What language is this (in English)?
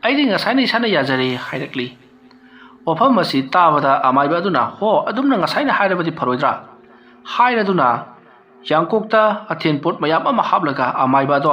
Manipuri